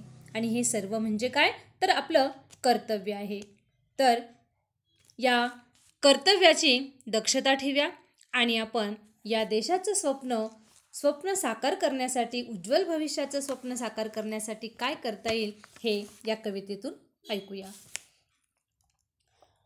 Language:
Marathi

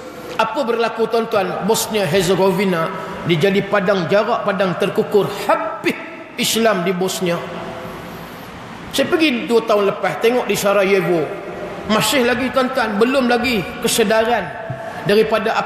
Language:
Malay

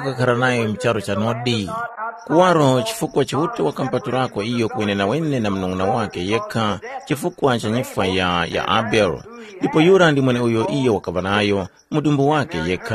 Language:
Tumbuka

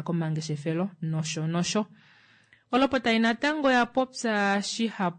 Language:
Kuanyama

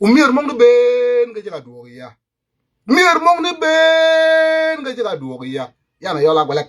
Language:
Nuer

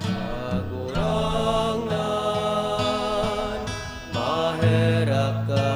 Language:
Bikol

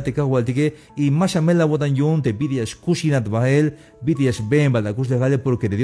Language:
Tzeltal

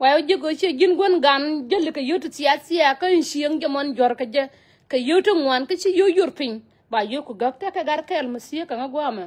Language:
Nuer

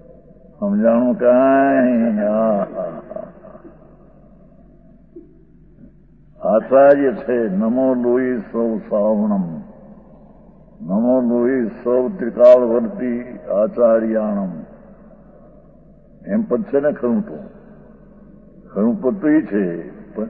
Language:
Gujarati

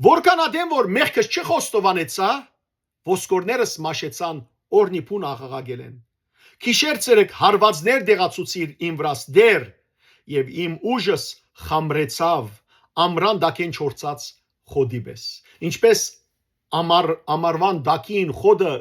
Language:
Western Armenian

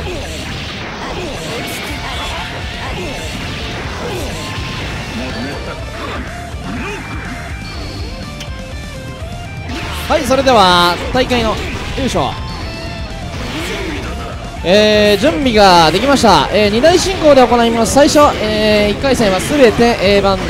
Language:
Japanese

